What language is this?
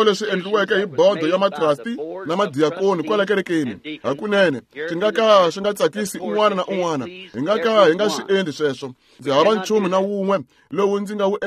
Tsonga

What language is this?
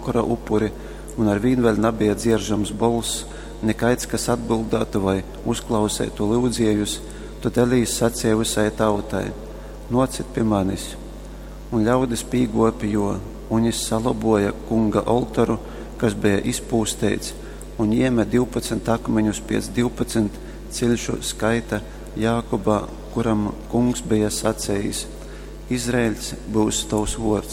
Latgalian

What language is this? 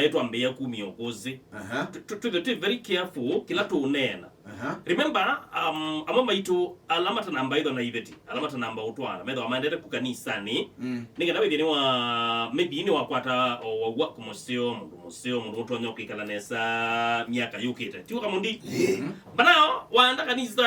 Kamba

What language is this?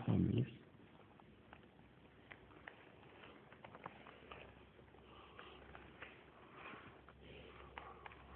Norwegian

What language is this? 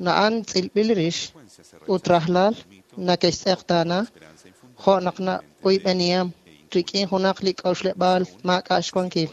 Kekchí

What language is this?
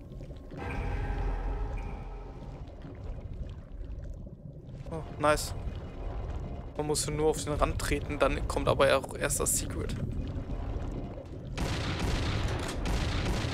German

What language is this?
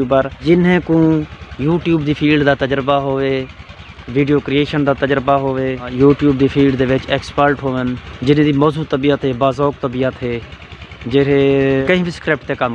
Saraiki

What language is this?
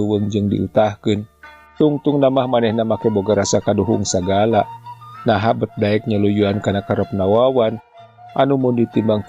Sundanese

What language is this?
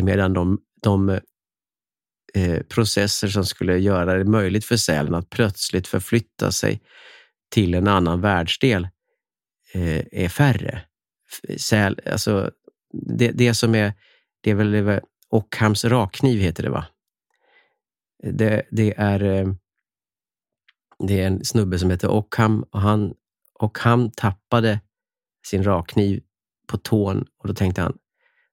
Swedish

